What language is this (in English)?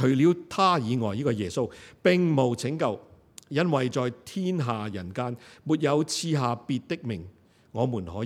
Cantonese